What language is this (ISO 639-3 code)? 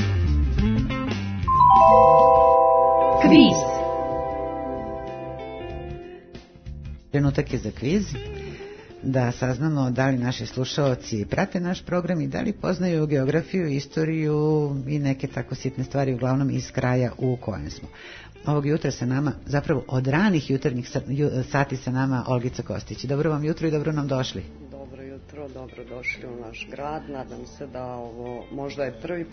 srp